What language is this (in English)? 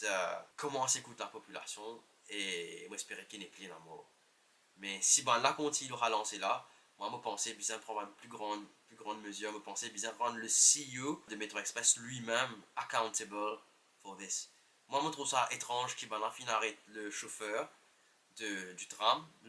Morisyen